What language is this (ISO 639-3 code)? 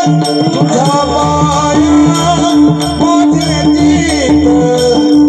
mar